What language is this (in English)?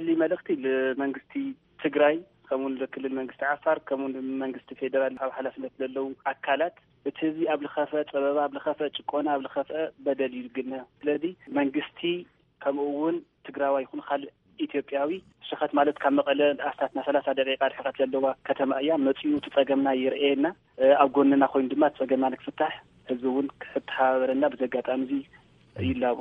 Tigrinya